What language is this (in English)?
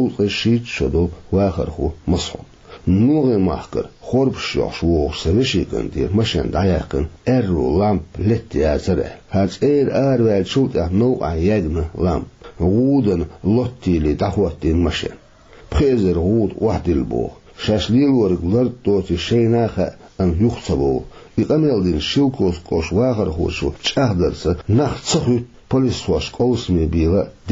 Chechen